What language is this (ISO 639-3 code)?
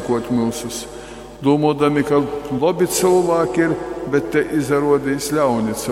ltg